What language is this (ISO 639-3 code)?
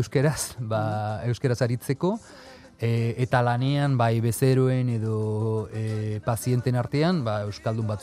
eus